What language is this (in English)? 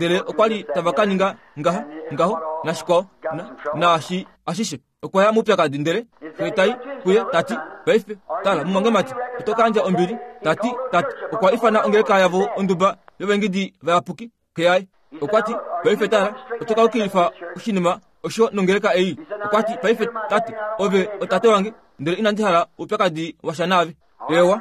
Kuanyama